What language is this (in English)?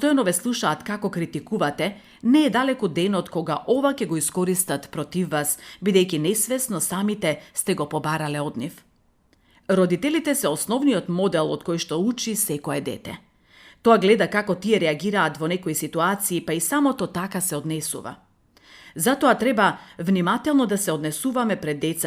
Macedonian